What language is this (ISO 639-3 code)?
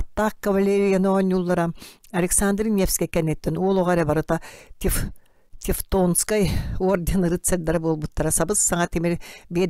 sah